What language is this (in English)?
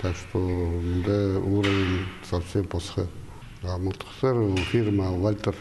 Khakas